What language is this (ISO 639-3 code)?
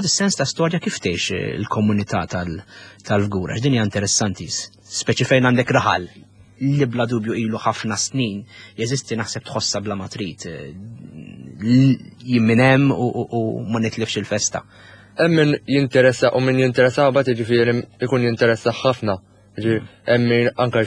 mlt